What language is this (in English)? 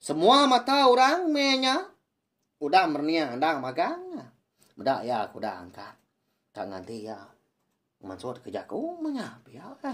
Iban